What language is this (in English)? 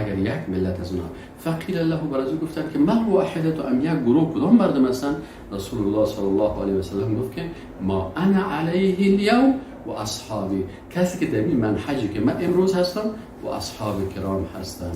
Persian